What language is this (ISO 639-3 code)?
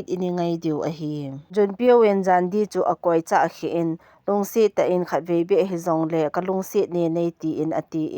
tcz